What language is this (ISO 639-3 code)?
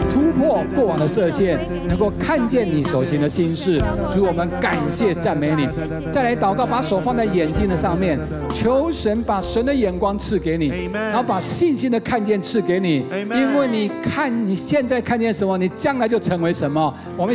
zho